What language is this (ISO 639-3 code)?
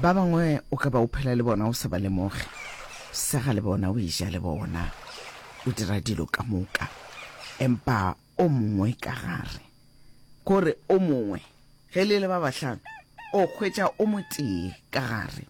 nso